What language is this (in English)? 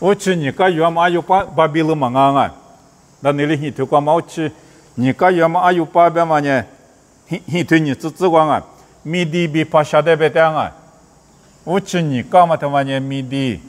Lisu